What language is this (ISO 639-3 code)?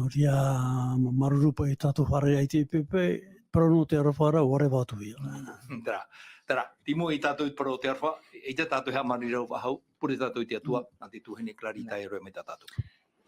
tah